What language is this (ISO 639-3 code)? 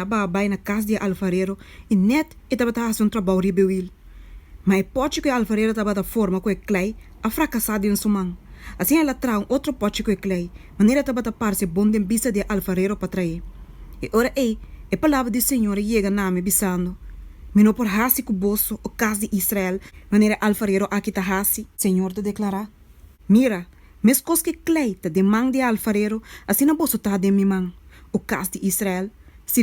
pap